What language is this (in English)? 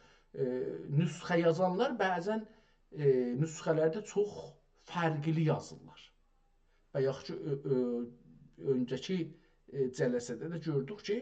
South Azerbaijani